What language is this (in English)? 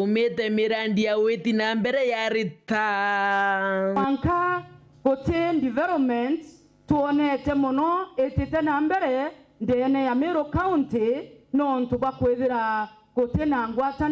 Meru